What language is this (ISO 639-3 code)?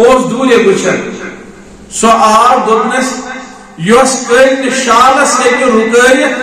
kas